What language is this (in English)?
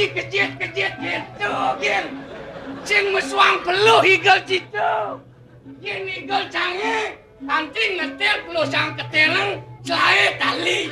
Balinese